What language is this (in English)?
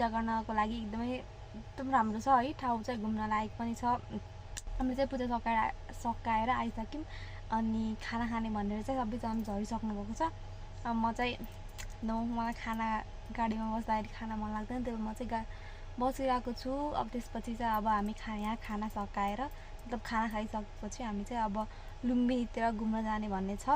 Nepali